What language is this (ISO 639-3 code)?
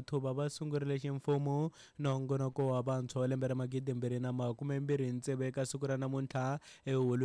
tso